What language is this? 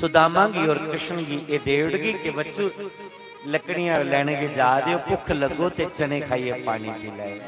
Dogri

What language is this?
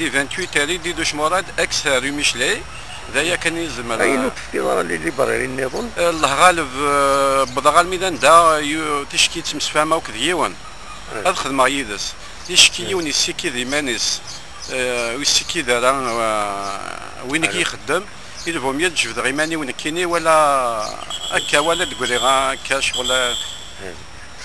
Kabyle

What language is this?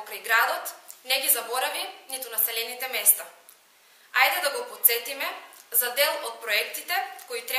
Macedonian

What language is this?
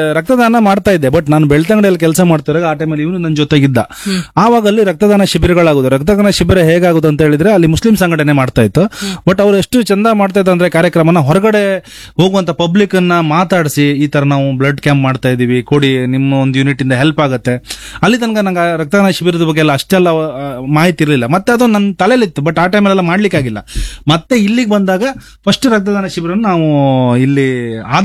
Kannada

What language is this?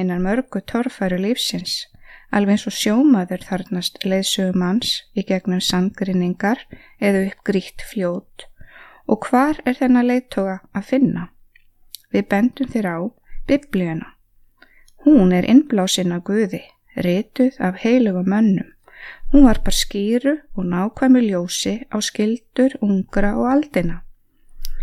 Icelandic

